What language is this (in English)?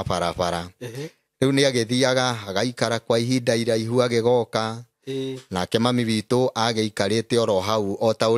Kikuyu